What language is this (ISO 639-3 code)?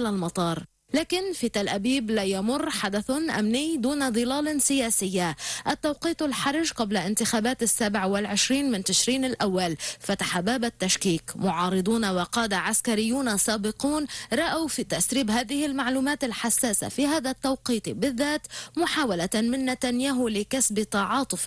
ara